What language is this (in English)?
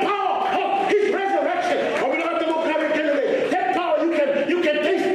Fijian